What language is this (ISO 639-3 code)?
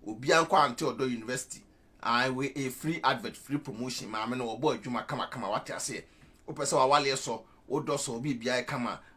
aka